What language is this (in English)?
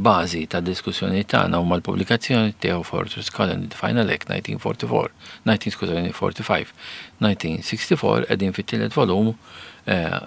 Maltese